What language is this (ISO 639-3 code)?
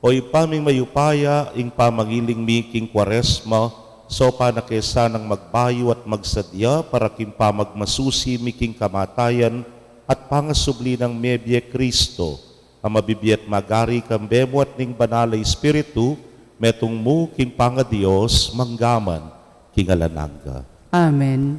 pam